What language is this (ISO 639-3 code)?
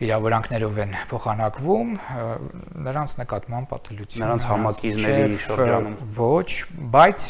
hye